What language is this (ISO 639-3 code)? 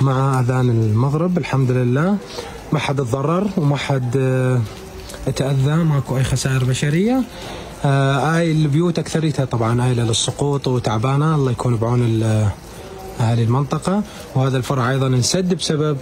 acm